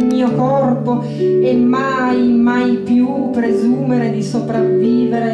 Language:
Italian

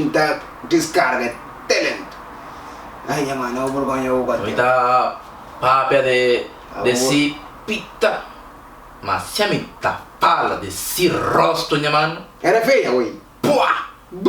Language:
Kabuverdianu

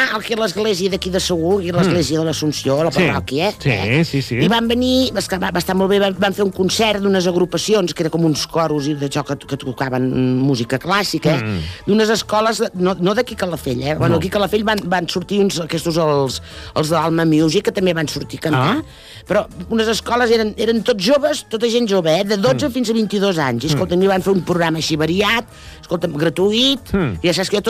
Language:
Catalan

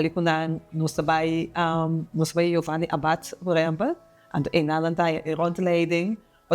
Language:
Papiamento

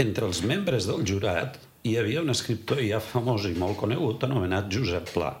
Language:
Catalan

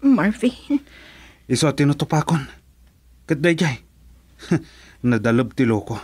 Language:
Iloko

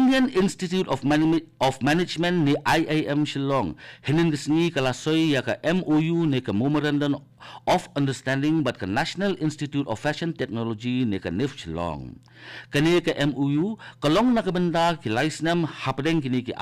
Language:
Khasi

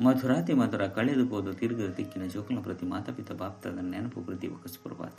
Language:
Tulu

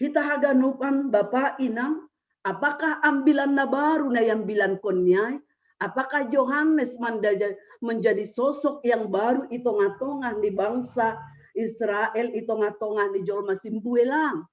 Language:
Batak Simalungun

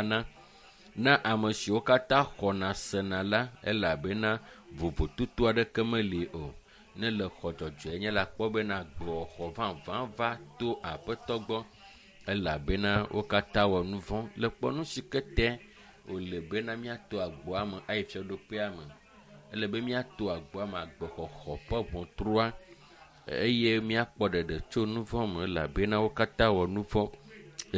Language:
Ewe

